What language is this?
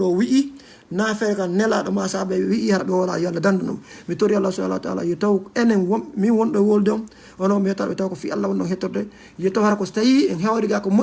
Fula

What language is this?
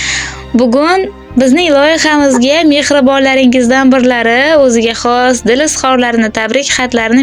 Uzbek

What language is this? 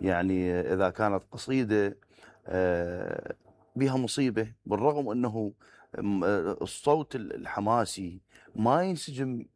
Mesopotamian Arabic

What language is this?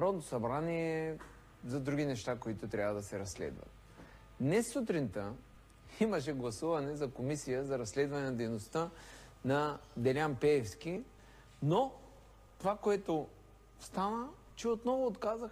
Bulgarian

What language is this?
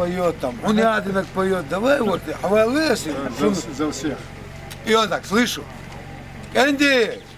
Chechen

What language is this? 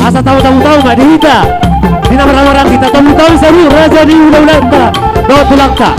Batak Toba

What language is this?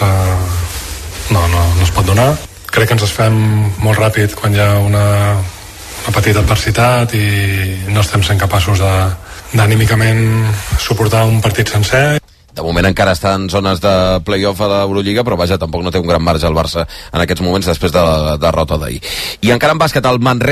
Catalan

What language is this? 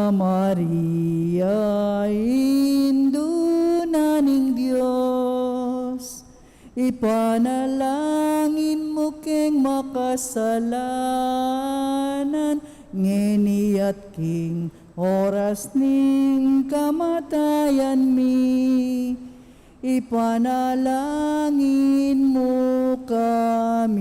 Pampanga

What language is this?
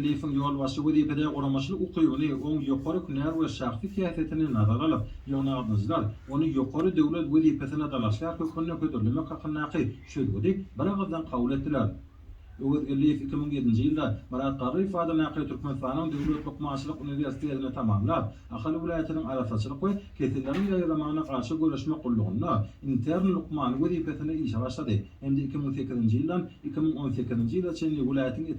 Turkmen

